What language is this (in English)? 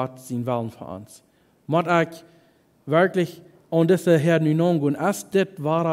Plautdietsch